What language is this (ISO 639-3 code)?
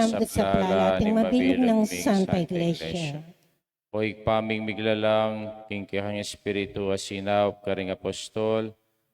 pam